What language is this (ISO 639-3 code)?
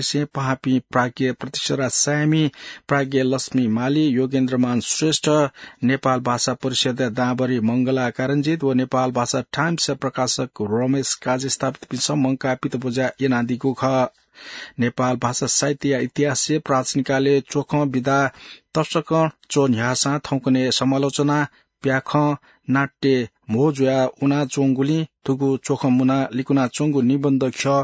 new